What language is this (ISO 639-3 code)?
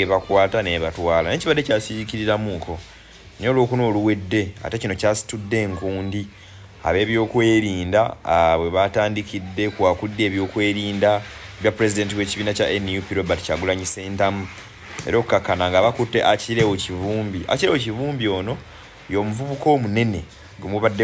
lug